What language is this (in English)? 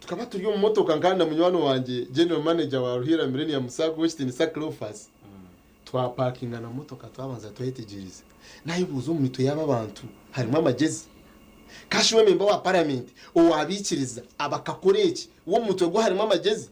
Nyankole